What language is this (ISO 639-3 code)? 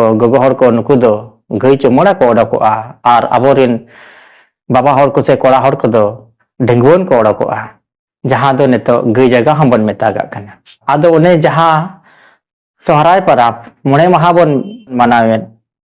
sat